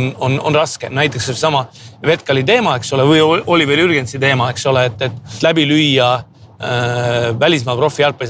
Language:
Estonian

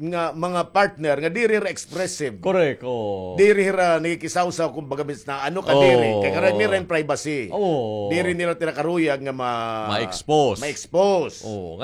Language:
Waray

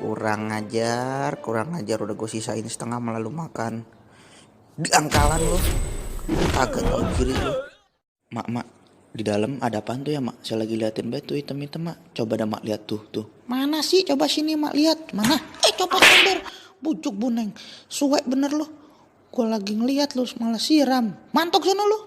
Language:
Betawi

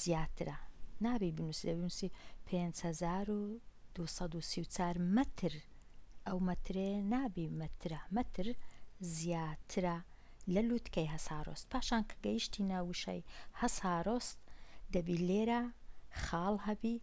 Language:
Central Kurdish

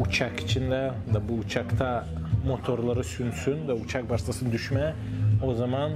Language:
Gagauz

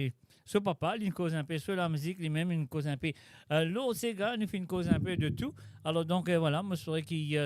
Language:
Morisyen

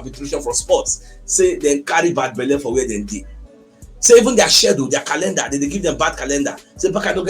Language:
Nigerian Pidgin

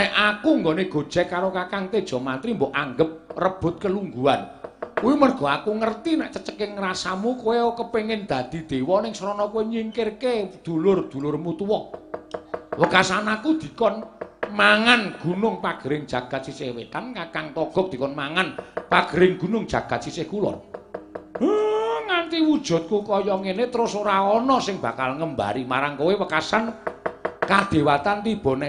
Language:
Javanese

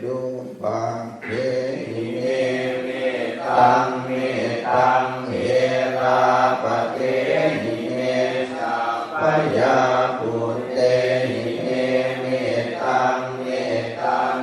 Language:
Pali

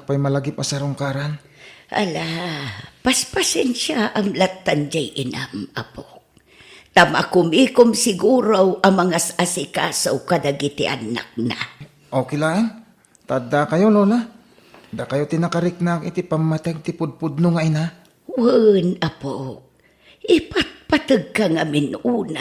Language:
Iloko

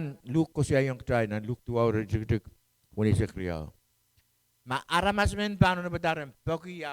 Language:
Pohnpeian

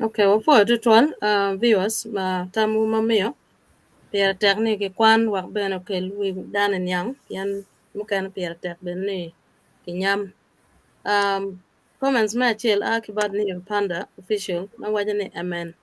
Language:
Acoli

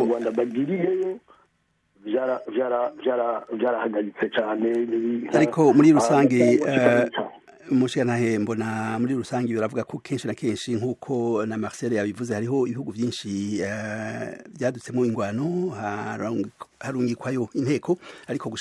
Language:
Rundi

